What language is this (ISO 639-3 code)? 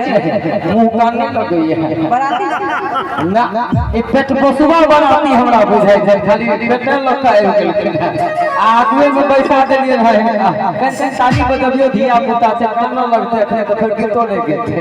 mai